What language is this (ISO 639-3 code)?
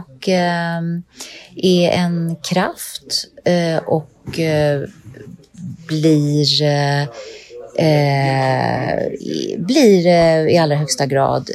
swe